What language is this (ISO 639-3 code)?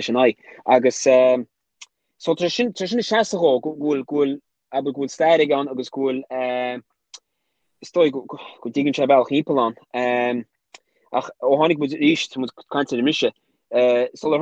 gle